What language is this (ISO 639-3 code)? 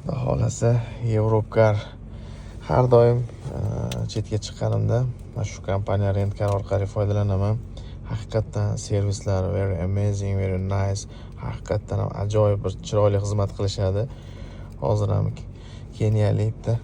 uzb